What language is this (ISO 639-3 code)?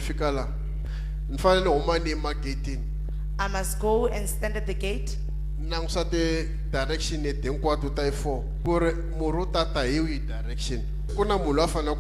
tso